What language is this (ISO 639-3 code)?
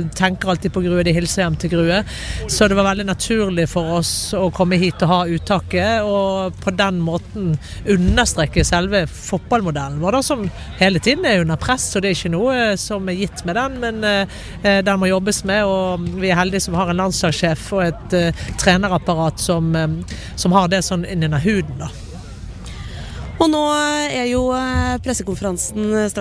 nor